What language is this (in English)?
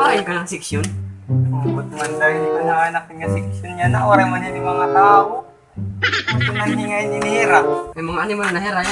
Waray